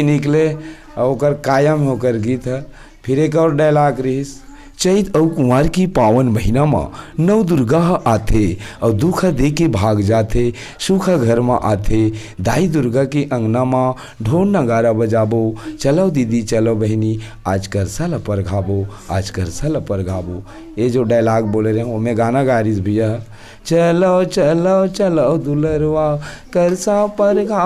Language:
Chhattisgarhi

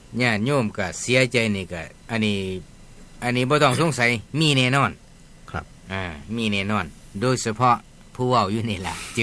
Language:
Northeastern Thai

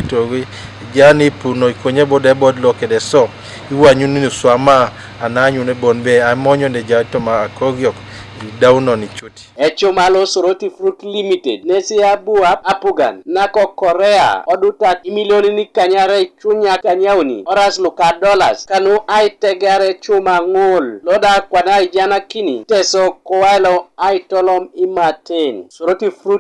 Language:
Teso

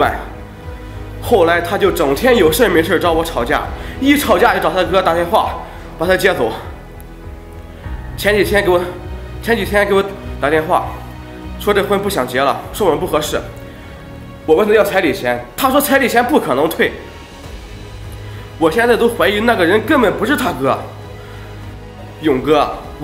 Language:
Chinese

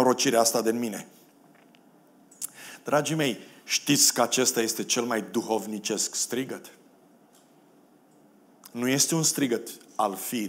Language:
Romanian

